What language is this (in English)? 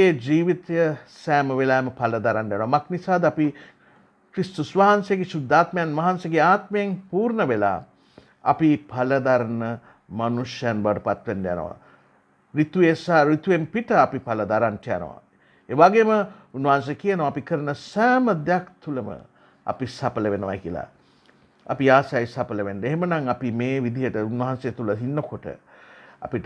Sinhala